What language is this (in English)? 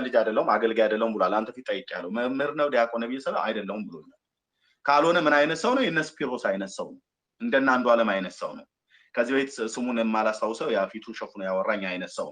Amharic